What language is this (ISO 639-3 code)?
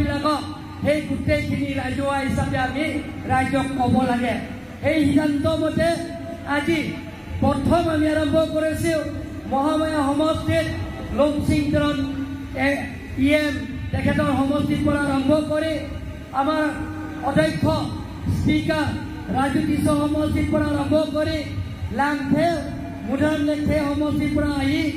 asm